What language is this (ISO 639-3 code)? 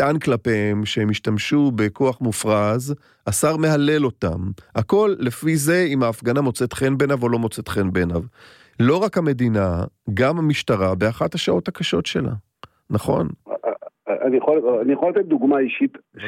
heb